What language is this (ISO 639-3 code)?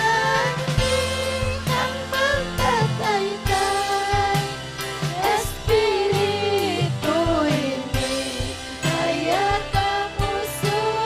quy